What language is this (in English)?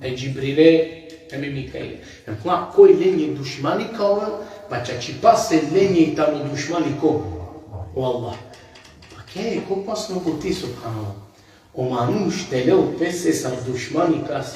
Balkan Romani